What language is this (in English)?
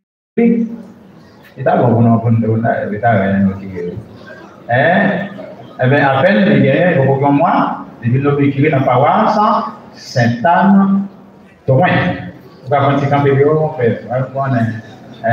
French